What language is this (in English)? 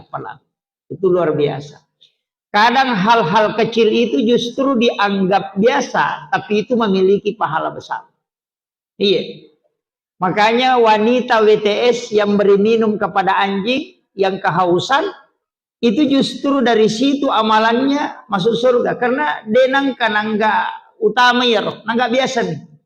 Buginese